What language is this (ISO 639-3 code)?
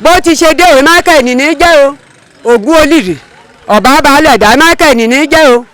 yor